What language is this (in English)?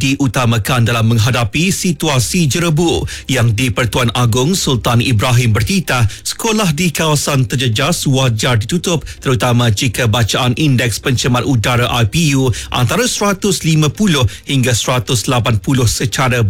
Malay